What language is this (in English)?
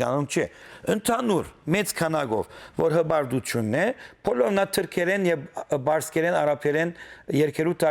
Western Armenian